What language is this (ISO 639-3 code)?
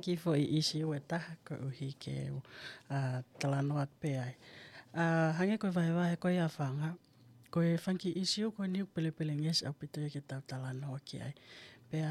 ton